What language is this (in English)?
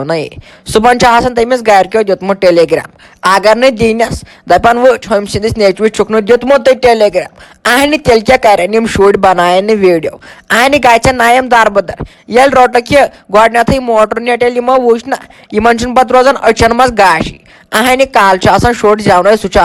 Kashmiri